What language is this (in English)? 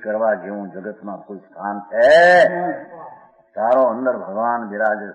Gujarati